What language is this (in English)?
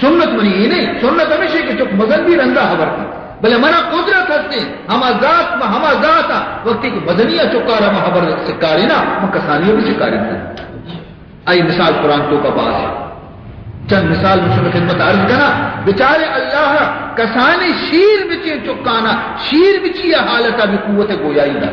Baluchi